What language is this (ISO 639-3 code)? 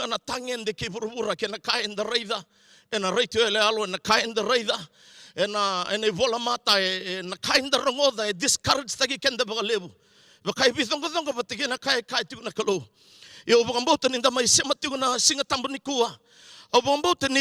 fij